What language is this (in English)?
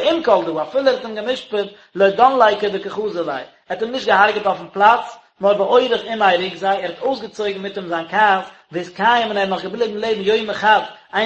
Yiddish